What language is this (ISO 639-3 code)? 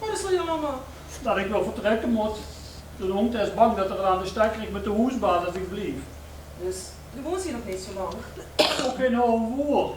lim